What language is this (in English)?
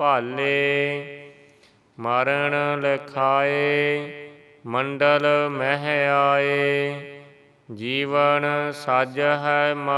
Punjabi